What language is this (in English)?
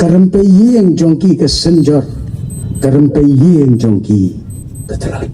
Khasi